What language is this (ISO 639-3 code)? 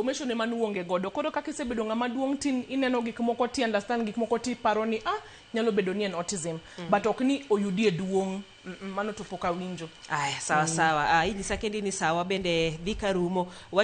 luo